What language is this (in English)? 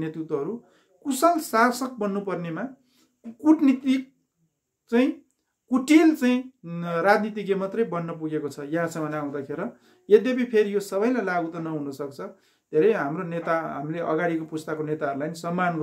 Nepali